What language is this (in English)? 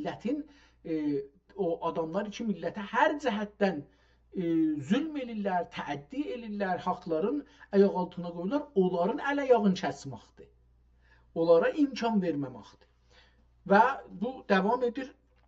South Azerbaijani